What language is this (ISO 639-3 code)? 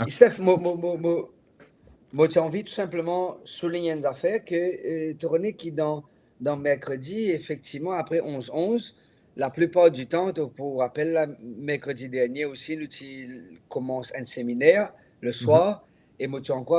mfe